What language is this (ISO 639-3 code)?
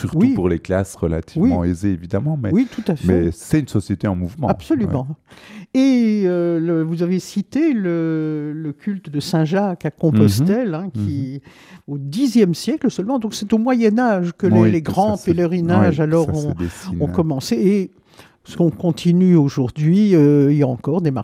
fra